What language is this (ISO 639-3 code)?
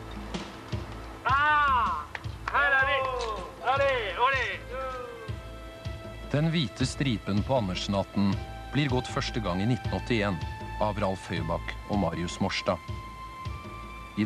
nor